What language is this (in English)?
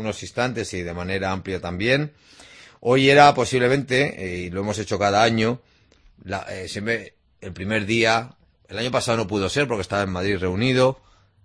Spanish